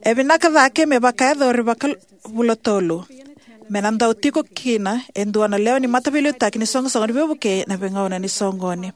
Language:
Fijian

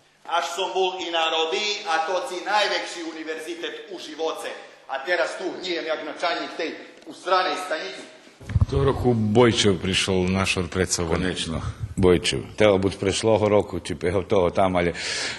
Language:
Rusyn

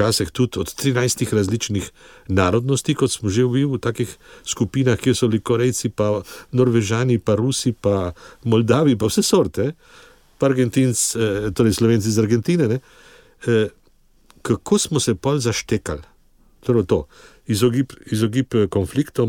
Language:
Slovenian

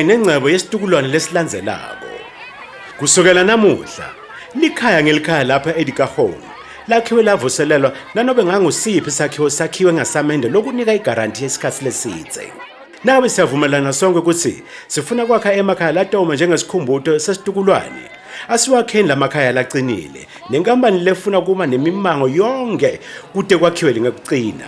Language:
Swati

